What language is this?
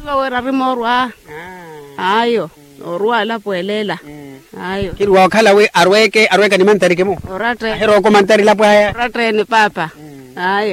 Makhuwa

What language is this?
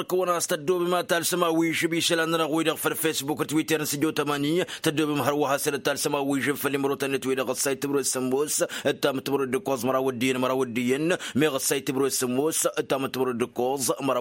Tamasheq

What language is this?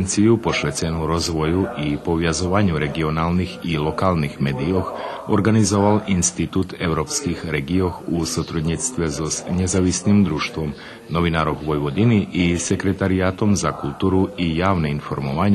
Rusyn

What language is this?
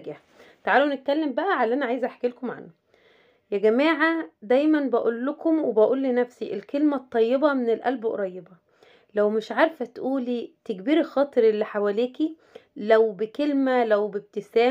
Egyptian Arabic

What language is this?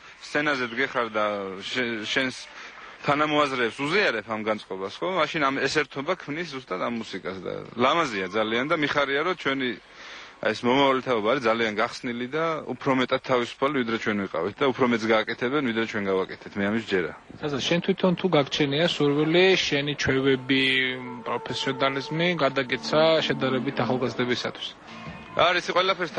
Georgian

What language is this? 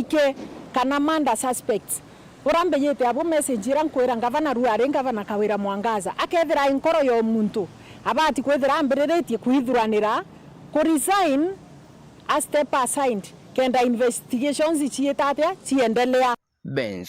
Meru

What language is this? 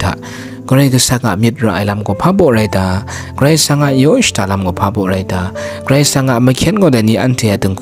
Kachin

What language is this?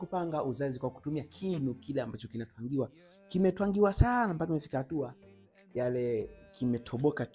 Swahili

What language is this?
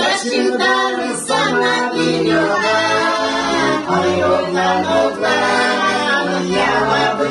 Gagauz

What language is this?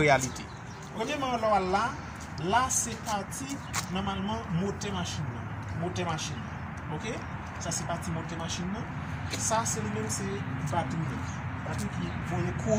Haitian Creole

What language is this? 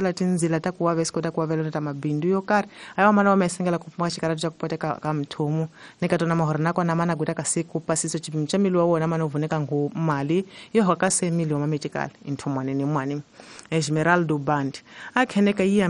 Tsonga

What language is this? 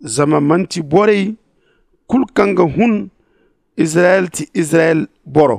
Zarma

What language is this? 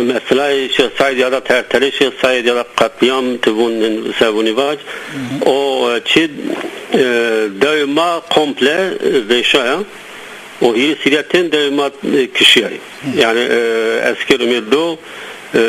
Zaza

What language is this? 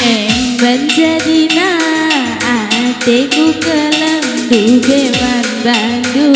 Batak Karo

